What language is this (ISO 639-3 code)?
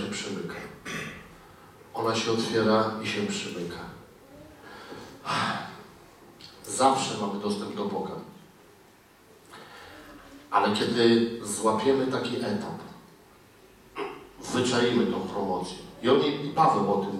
pol